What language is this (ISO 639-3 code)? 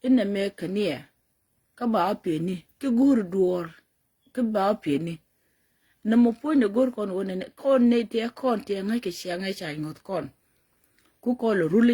nus